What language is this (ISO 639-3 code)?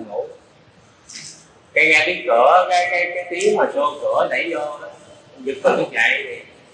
vie